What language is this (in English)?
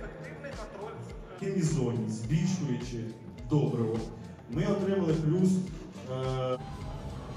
Ukrainian